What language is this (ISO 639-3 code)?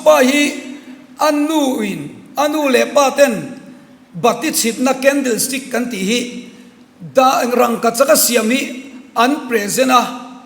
lus